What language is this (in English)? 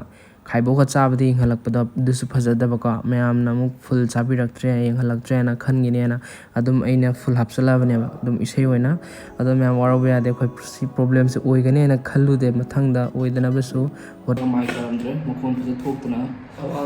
Manipuri